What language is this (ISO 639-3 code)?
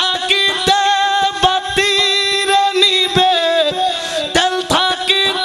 ben